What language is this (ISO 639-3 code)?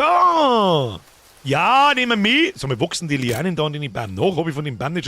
bar